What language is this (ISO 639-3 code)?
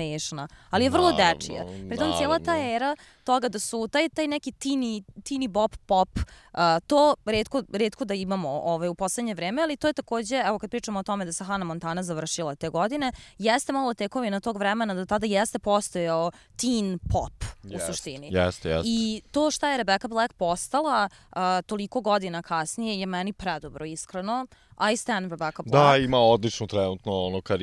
srp